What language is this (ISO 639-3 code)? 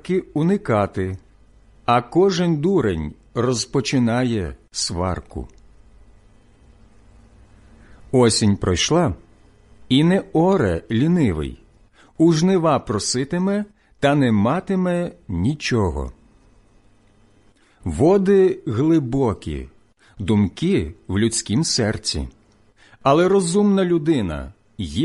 ukr